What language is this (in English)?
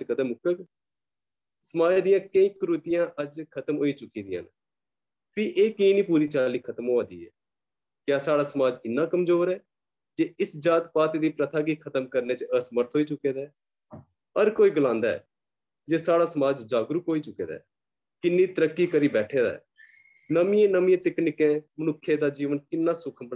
Dogri